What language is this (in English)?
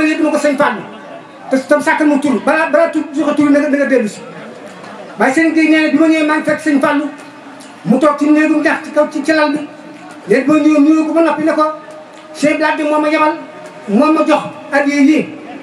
Wolof